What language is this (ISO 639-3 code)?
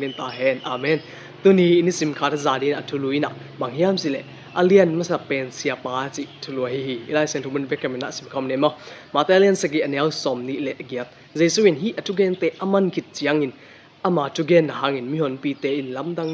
ctd